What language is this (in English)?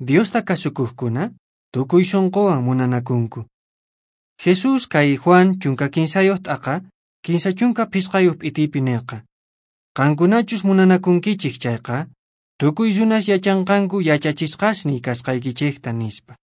Quechua